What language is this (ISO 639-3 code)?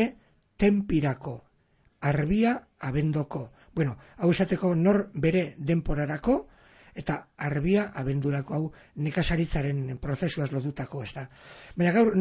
eus